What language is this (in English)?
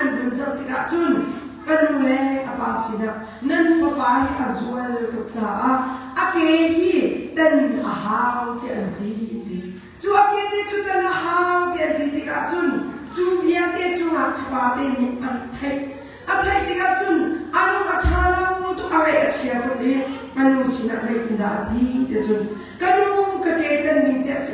Hakha Chin